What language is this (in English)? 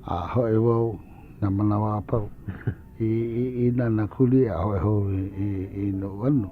Hawaiian